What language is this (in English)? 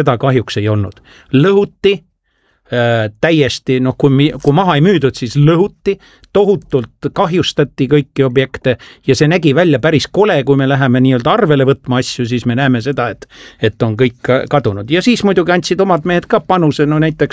Estonian